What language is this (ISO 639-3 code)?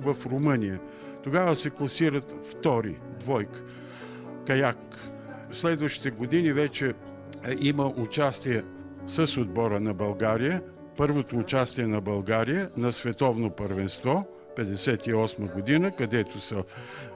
bul